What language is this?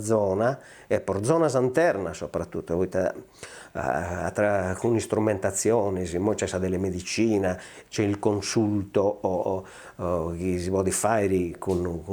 Sardinian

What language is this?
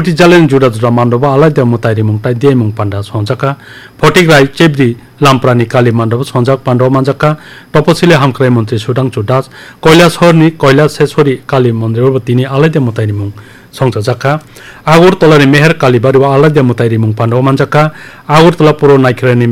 Kok Borok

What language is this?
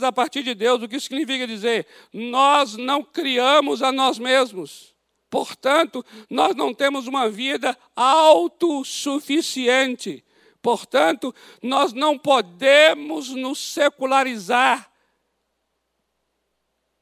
Portuguese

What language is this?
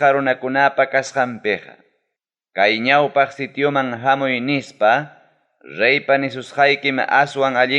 Ayacucho Quechua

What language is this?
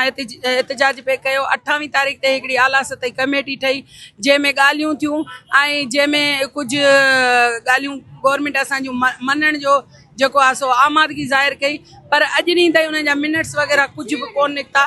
Sindhi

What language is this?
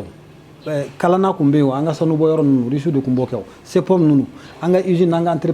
Bambara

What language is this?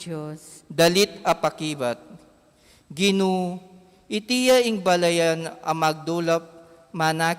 Pampanga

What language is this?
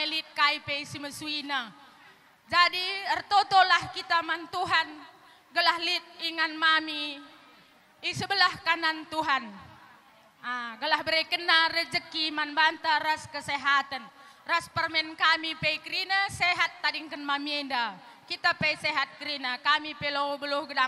Batak Karo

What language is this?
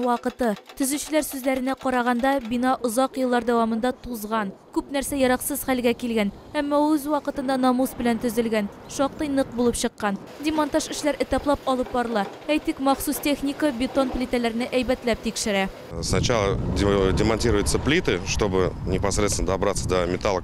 Tatar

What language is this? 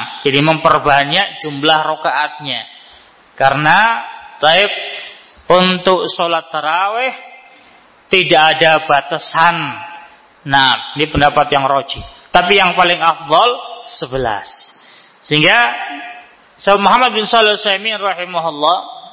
Indonesian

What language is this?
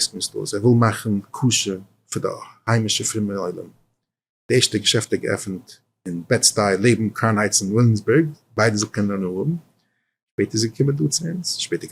Yiddish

